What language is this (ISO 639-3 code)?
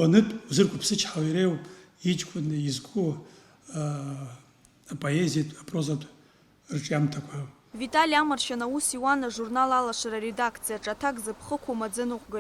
abk